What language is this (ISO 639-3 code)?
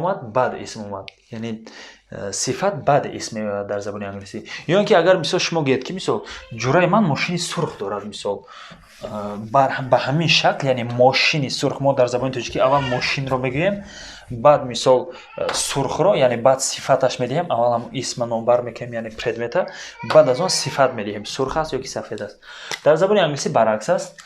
tgk